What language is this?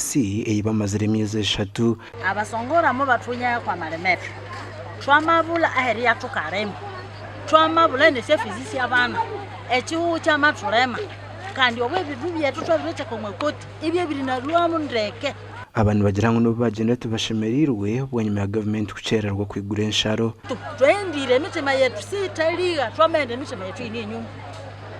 Nyankole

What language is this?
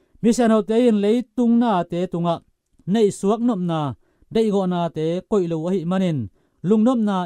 Tedim Chin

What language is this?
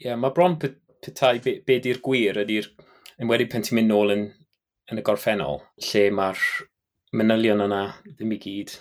Welsh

